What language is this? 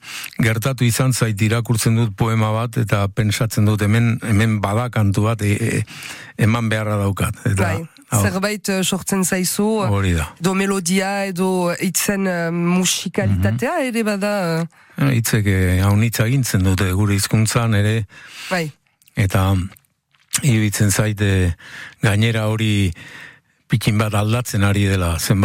Basque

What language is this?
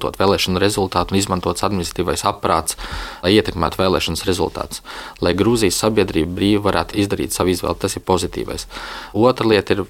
Latvian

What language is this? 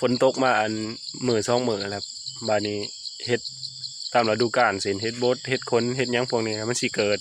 Northeastern Thai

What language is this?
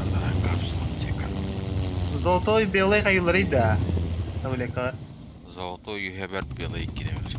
Yakut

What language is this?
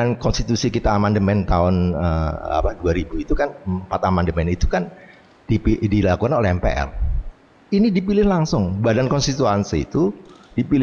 Indonesian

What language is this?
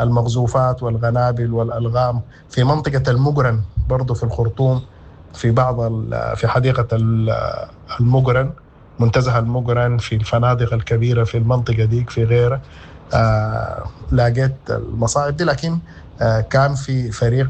Sudanese Arabic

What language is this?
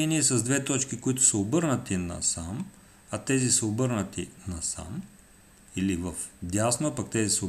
Bulgarian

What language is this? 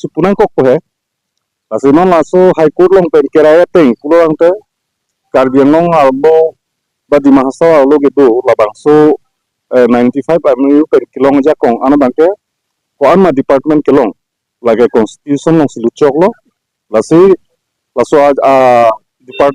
Karbi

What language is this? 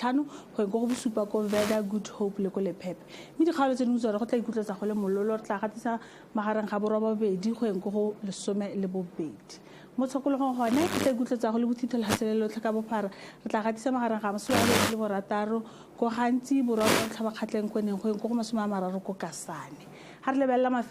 Tswana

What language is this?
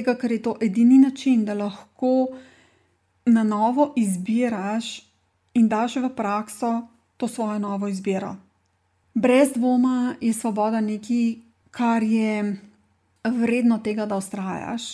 Slovenian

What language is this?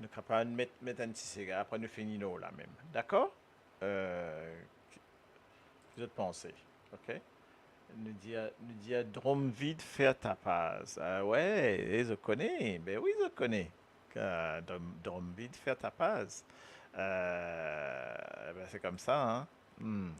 Morisyen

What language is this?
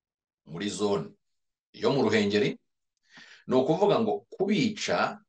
Kinyarwanda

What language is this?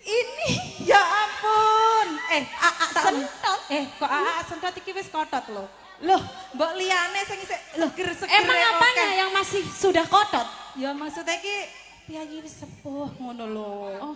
Javanese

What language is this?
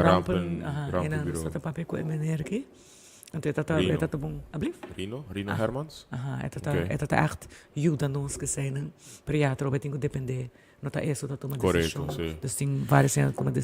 Papiamento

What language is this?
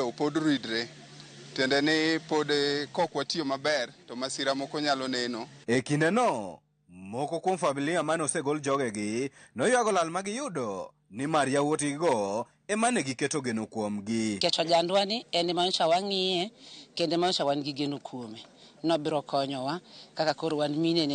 Luo (Kenya and Tanzania)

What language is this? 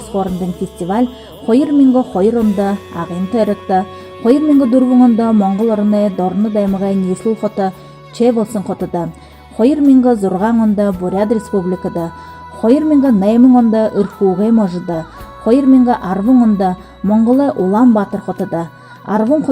Buriat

